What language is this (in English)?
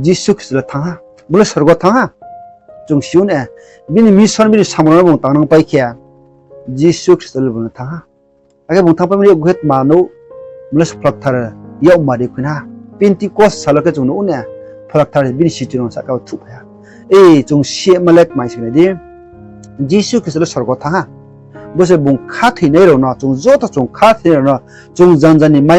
Riang (India)